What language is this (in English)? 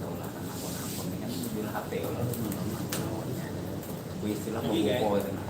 Banjar